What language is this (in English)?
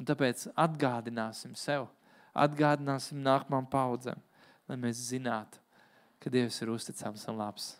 Latvian